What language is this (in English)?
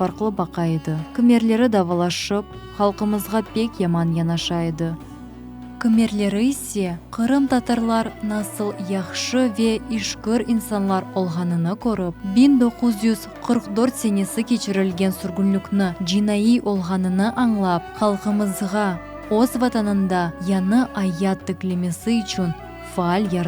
Crimean Tatar